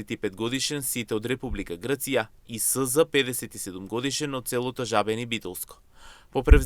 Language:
Macedonian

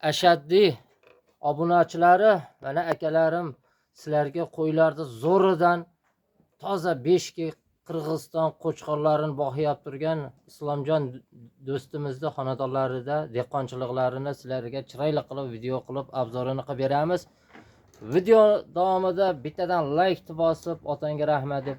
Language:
Uzbek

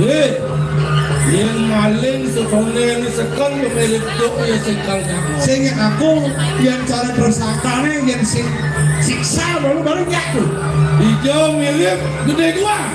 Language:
Balinese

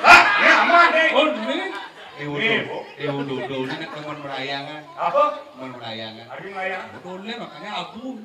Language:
Balinese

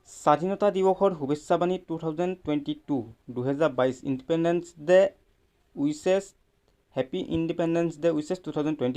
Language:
Assamese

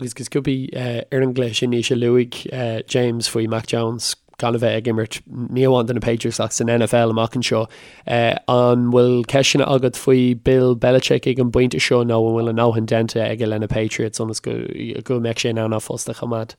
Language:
Irish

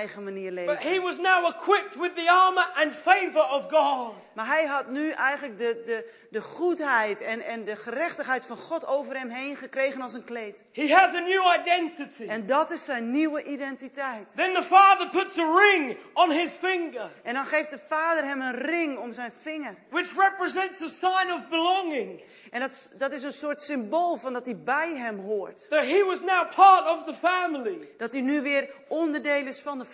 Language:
Dutch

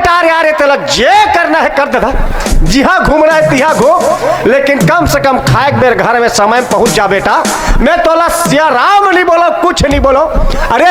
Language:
Chhattisgarhi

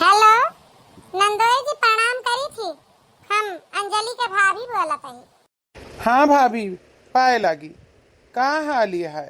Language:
Awadhi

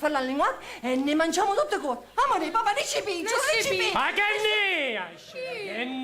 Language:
Sicilian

